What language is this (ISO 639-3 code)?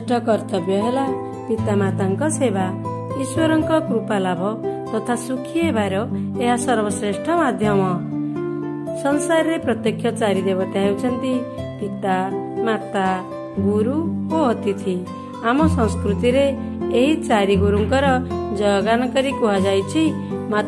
ori